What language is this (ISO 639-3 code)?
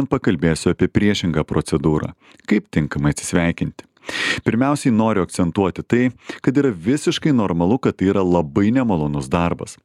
lit